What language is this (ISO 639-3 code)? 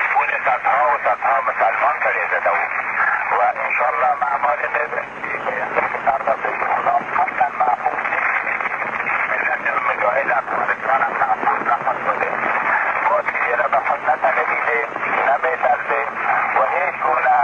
fas